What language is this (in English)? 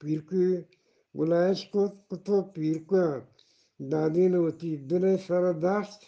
Eastern Balochi